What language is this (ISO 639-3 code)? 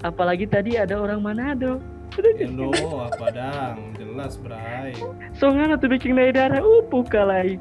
xmm